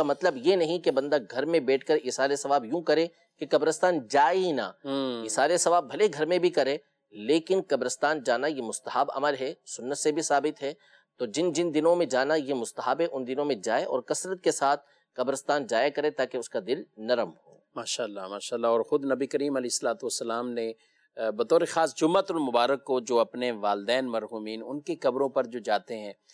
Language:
Urdu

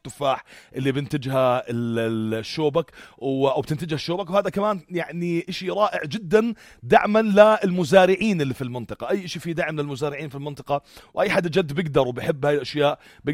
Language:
North Levantine Arabic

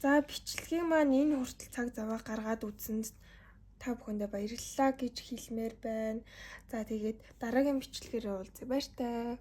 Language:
Mongolian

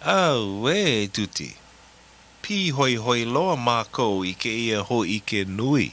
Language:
Hawaiian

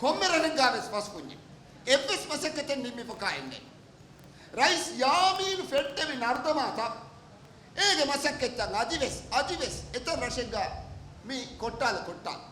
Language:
Divehi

